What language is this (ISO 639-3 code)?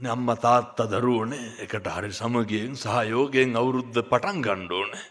sin